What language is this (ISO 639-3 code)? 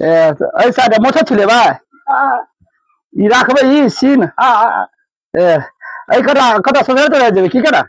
mai